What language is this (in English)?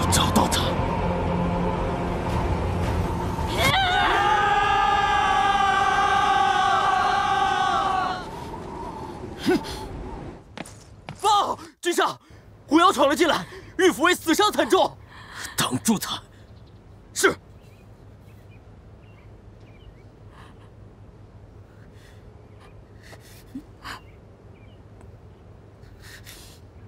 Chinese